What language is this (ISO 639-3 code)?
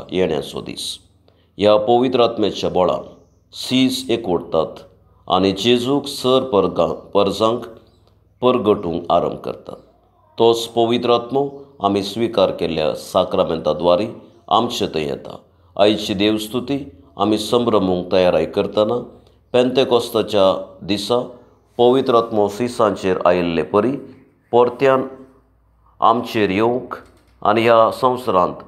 kok